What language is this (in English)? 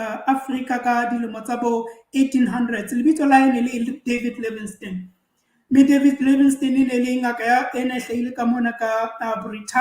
Southern Sotho